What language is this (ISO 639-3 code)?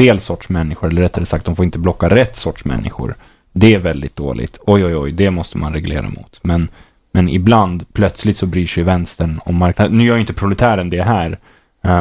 swe